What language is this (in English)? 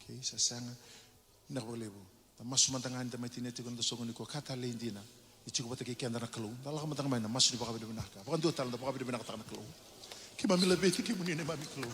Fijian